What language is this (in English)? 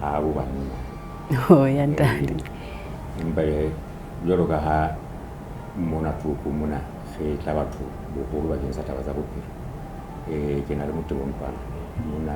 Southern Sotho